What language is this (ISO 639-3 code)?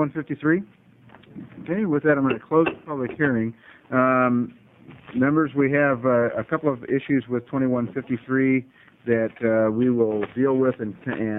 eng